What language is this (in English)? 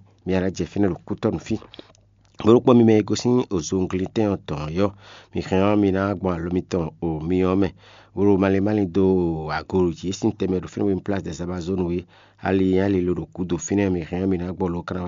Fon